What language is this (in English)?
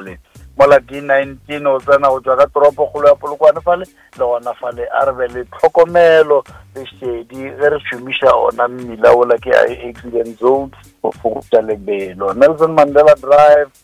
Northern Sotho